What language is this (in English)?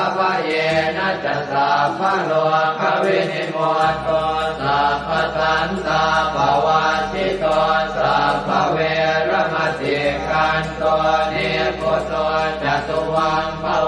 Pali